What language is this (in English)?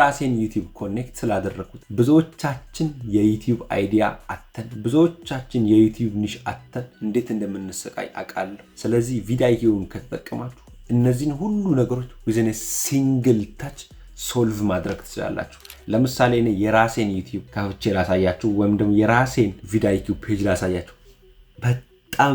Amharic